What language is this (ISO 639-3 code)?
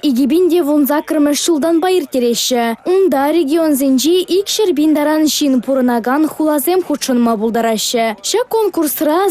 chv